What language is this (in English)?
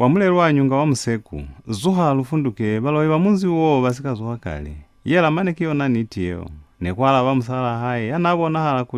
Lozi